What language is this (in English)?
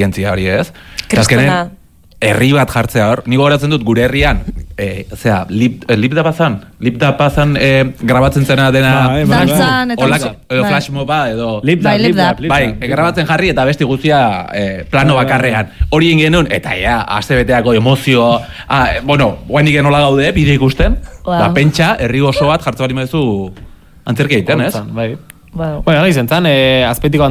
Basque